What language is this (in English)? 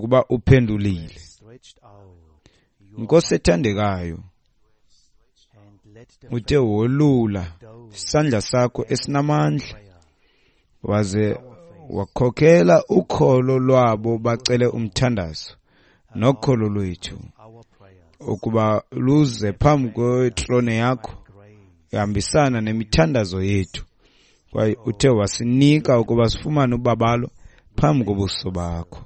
Xhosa